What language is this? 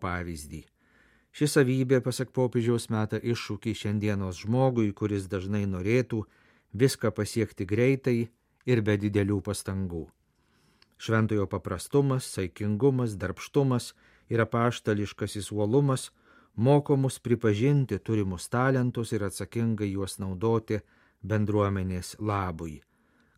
Lithuanian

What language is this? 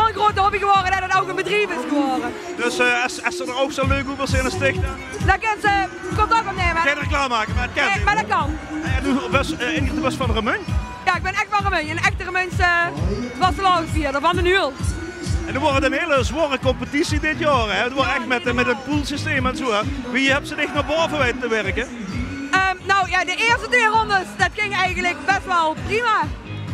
Limburgish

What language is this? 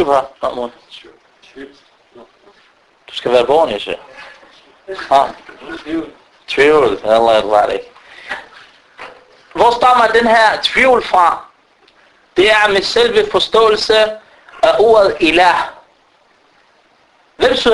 Danish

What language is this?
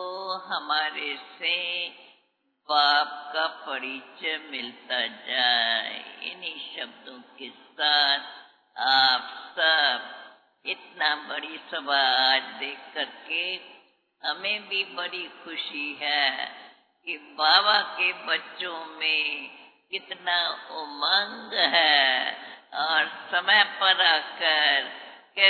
Hindi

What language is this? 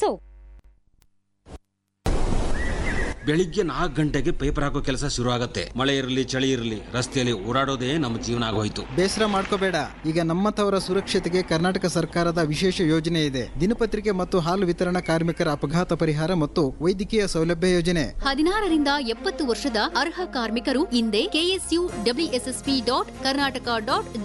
Kannada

